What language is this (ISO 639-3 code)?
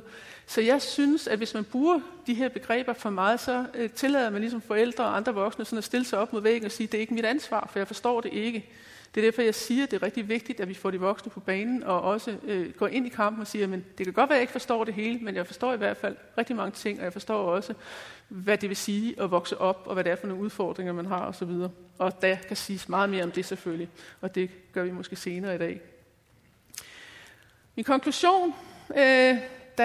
dan